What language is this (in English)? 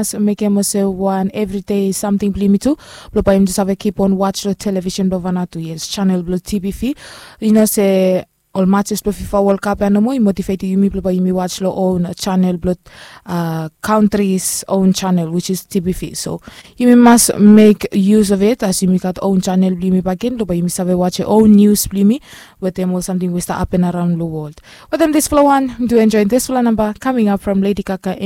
Bislama